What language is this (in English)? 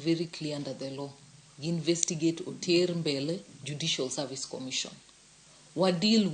Luo (Kenya and Tanzania)